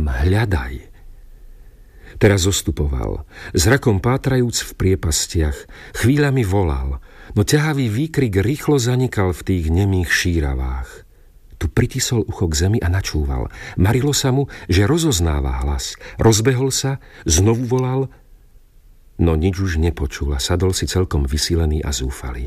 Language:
Slovak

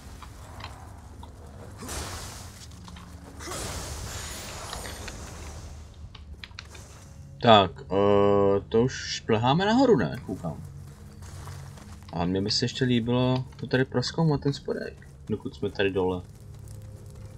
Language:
Czech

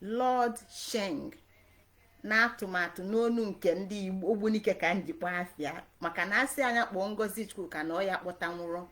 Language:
Igbo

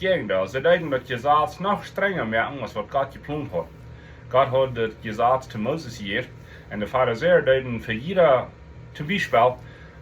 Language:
Plautdietsch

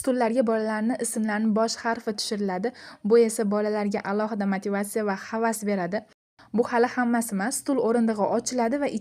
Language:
Uzbek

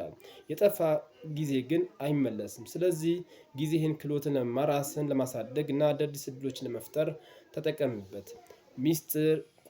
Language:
Amharic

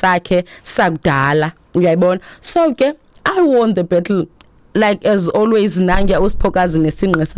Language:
Xhosa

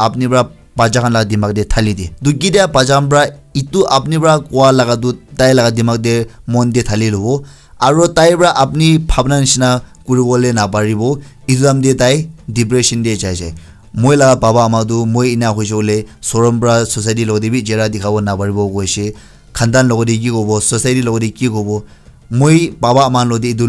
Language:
Naga Pidgin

